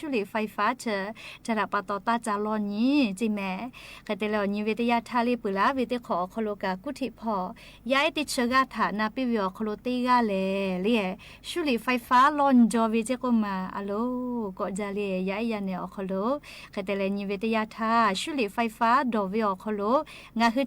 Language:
Lahu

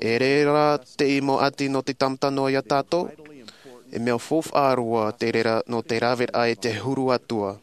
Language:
Tahitian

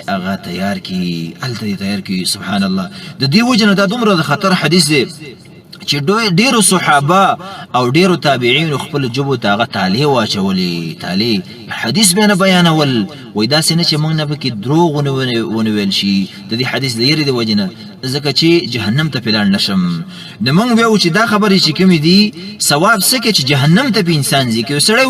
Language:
Pashto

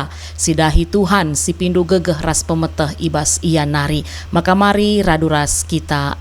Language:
Batak Karo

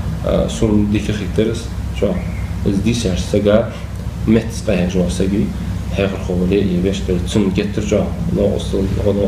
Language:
Ingush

